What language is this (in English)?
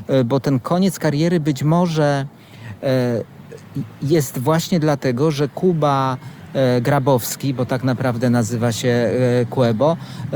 Polish